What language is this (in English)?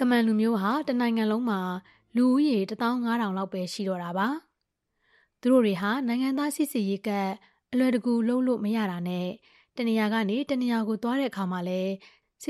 Burmese